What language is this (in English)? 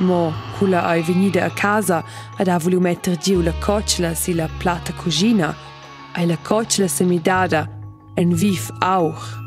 Romansh